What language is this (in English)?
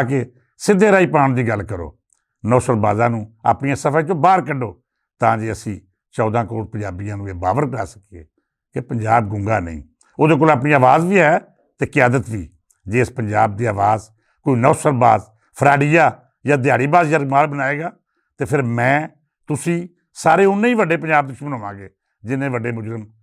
Western Panjabi